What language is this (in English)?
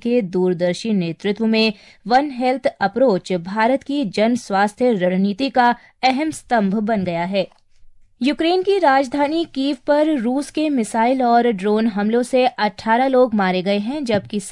Hindi